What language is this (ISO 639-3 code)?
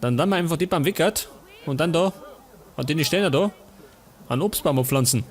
bar